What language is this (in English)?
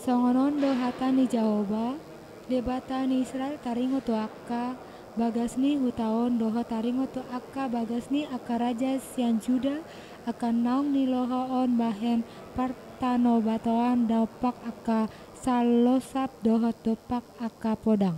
Batak Toba